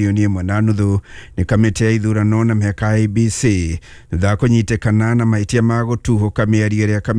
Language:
Kikuyu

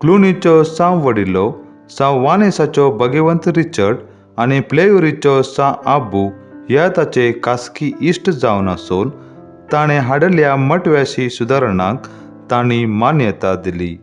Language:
Konkani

